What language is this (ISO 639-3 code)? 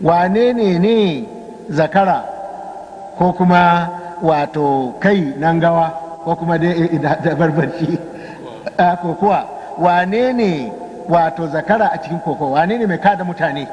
hau